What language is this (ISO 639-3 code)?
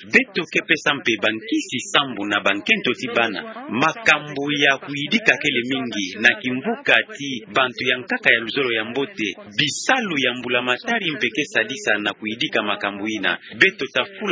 ktu